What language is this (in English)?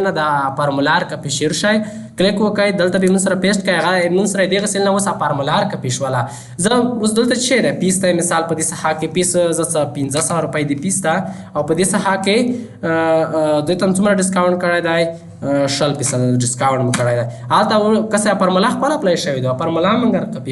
Pashto